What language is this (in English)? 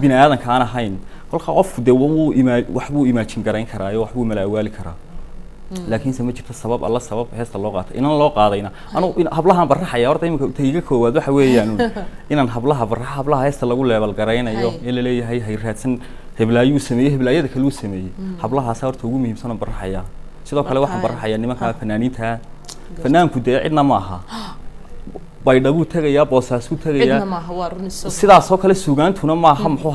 Somali